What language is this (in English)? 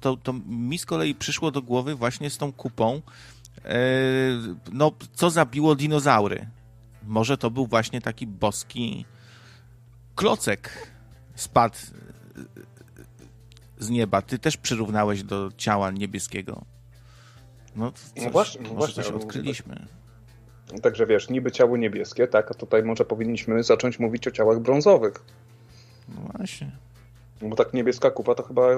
Polish